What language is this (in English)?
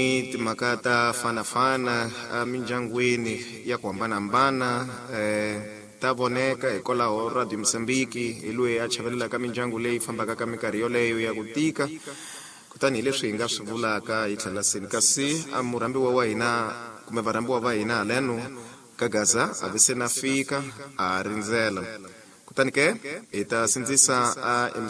Tsonga